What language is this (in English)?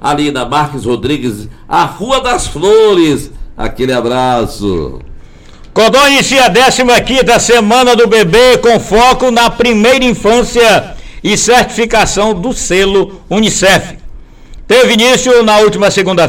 Portuguese